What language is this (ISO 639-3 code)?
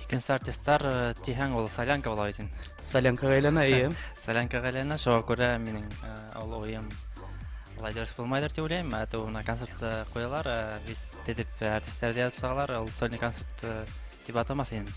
bak